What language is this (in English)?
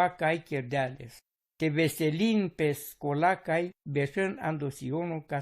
Romany